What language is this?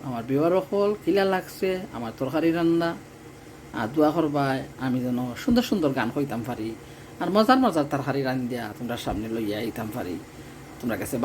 Sylheti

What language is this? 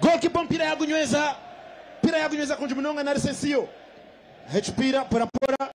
Nyankole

